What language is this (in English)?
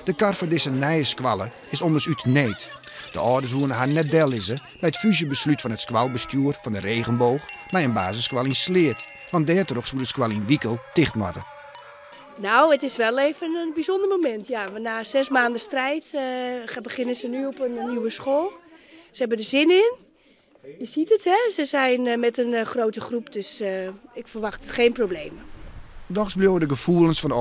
Western Frisian